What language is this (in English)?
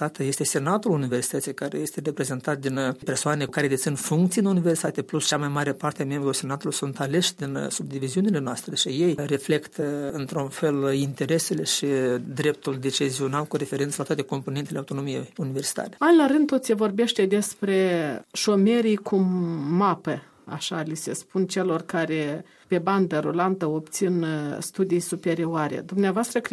Romanian